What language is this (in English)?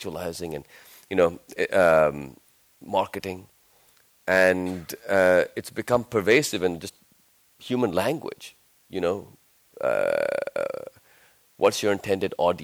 English